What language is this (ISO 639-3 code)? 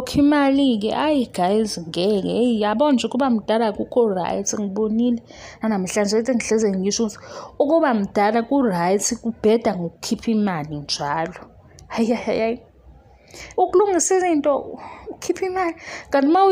zul